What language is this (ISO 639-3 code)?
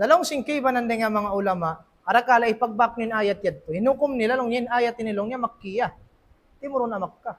tsg